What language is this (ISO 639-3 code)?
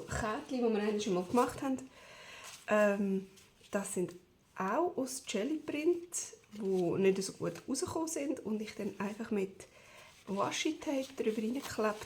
gsw